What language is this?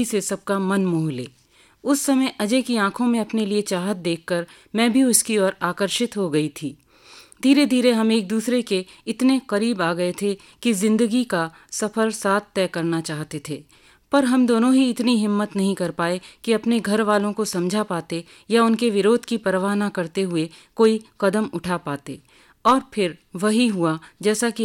Hindi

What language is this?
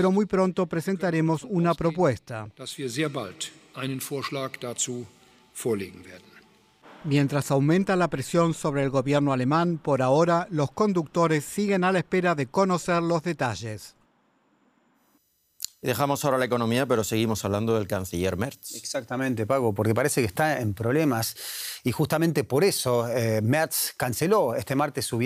Spanish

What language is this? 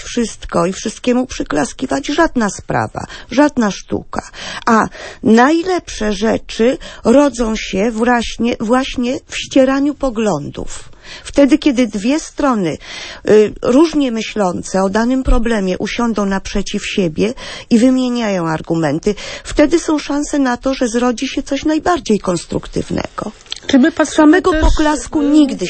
Polish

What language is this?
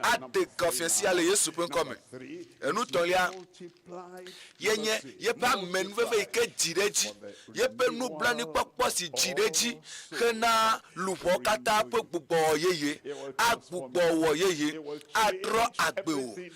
Ewe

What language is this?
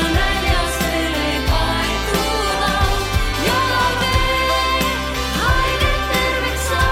Estonian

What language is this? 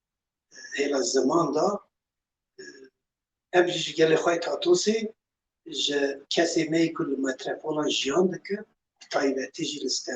Kurdish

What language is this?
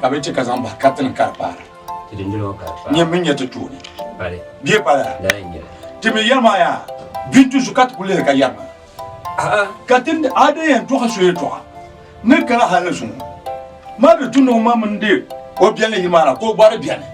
Dagbani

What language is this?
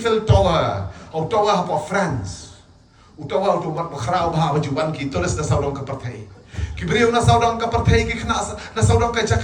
Khasi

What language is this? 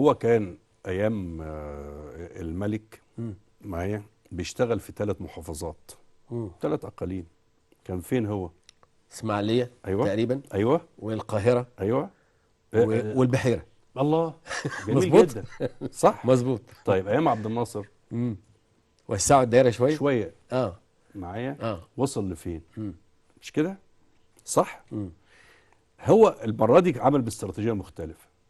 Egyptian Arabic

